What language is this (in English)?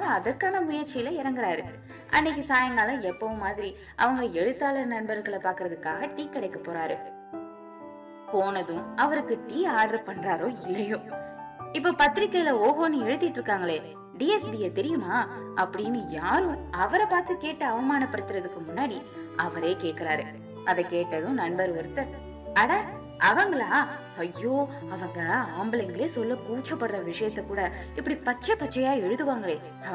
Tamil